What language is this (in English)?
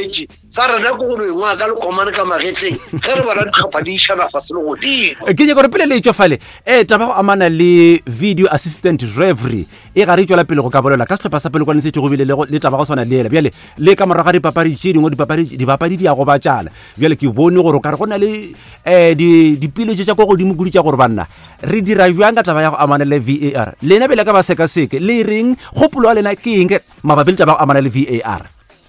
Northern Sotho